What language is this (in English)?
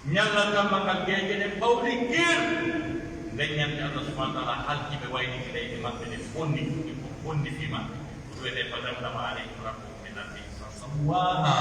Pular